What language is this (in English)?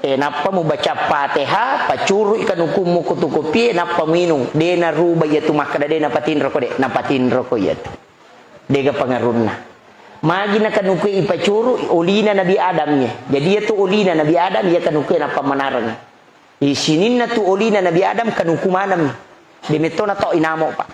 Buginese